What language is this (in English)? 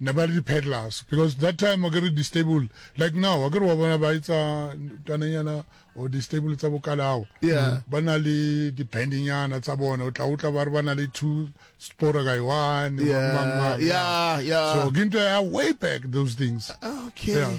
Northern Sotho